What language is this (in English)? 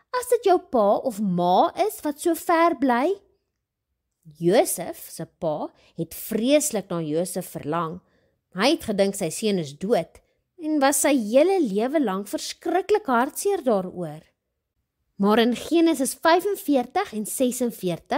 Afrikaans